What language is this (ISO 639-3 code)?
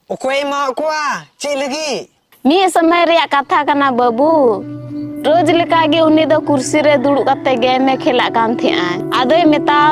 sat